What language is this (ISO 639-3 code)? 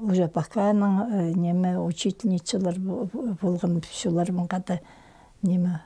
kjh